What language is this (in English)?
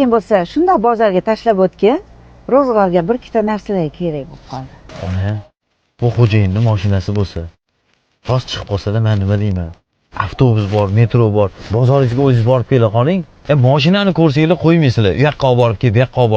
Uzbek